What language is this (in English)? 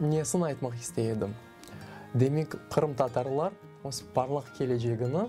Crimean Tatar